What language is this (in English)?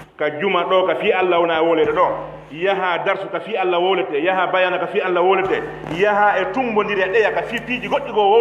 Pular